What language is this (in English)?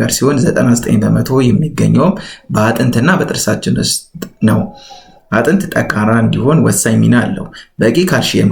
Amharic